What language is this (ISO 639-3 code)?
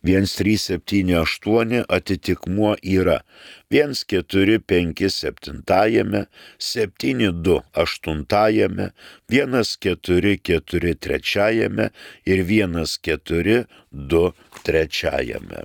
lit